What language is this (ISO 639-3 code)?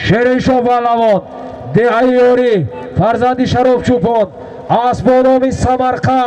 tgk